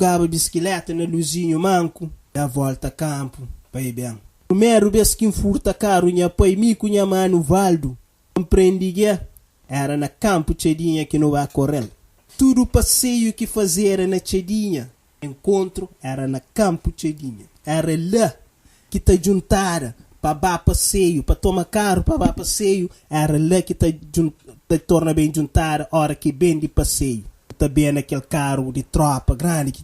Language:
Kabuverdianu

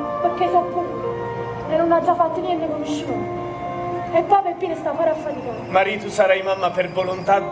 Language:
Neapolitan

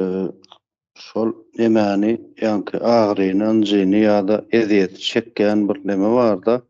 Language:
Turkmen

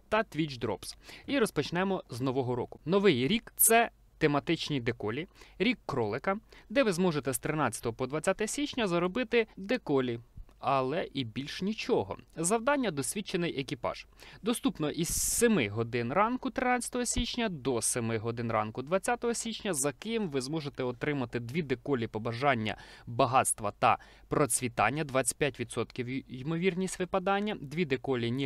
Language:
Ukrainian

